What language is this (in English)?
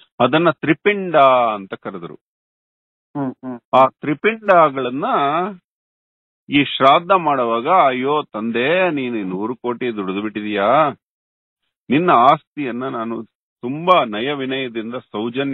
Kannada